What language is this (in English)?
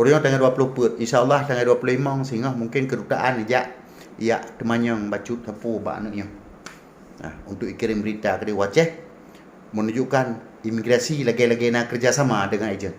Achinese